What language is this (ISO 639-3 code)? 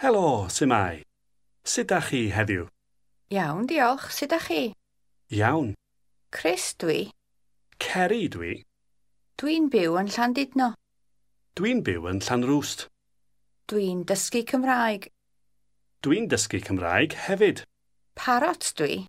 cym